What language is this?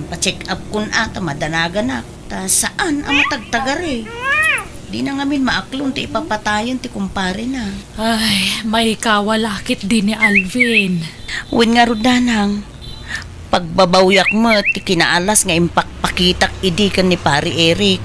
Iloko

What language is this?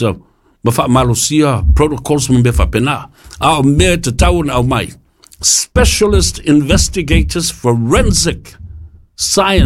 Samoan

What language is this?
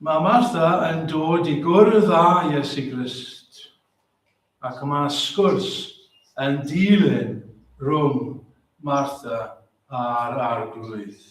Welsh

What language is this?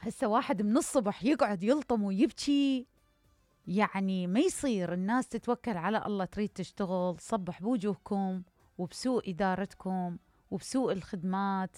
Mesopotamian Arabic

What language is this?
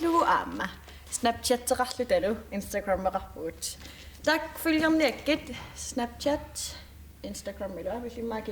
Kalaallisut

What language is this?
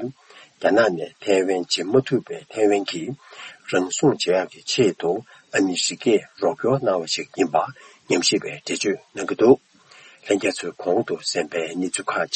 Tibetan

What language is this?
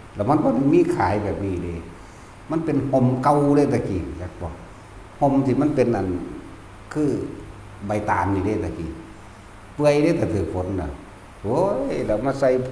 Northeastern Thai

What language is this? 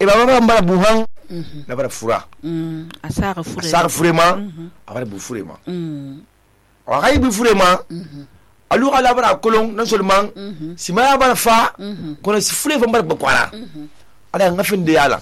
Susu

